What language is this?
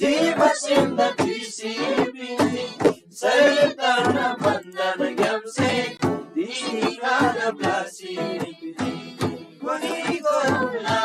Eastern Tamang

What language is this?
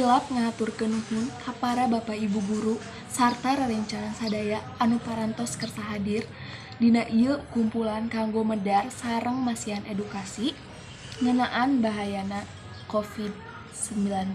Sundanese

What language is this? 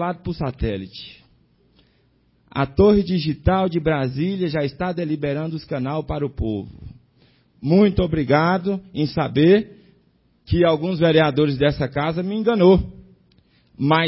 Portuguese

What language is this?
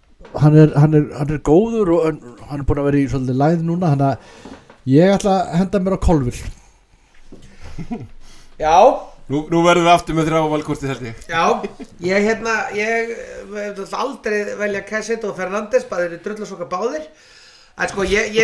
Icelandic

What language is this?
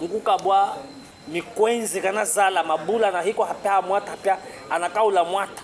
Chokwe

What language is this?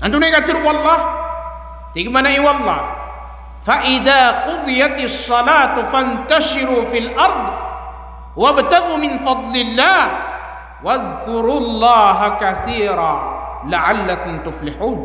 Maranao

